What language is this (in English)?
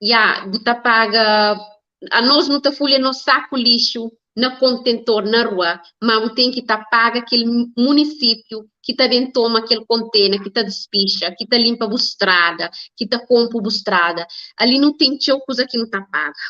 Kabuverdianu